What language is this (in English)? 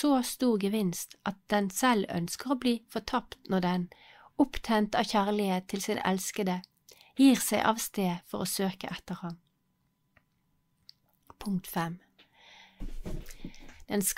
Norwegian